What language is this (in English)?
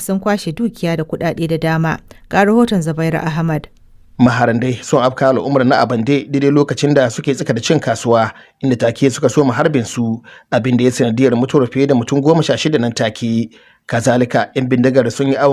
Hausa